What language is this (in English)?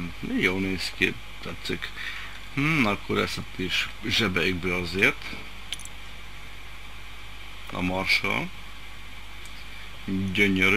Hungarian